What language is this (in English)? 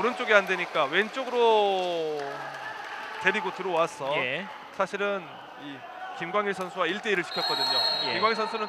Korean